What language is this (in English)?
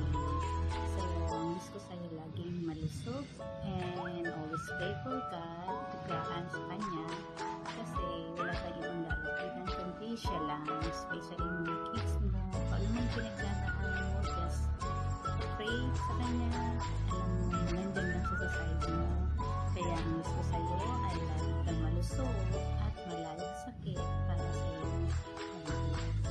Filipino